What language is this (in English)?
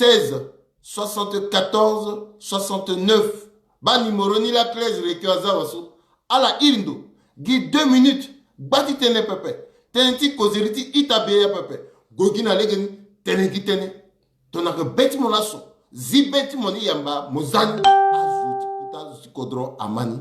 Sango